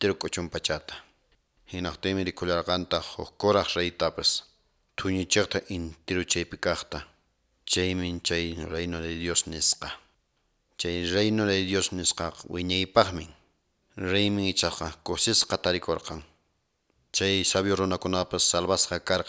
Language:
Quechua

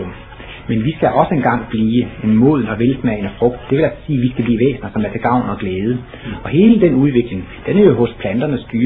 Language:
Danish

